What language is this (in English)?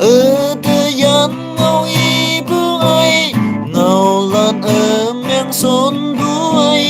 Naga Pidgin